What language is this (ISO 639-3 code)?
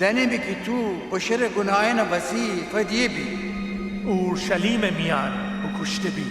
glk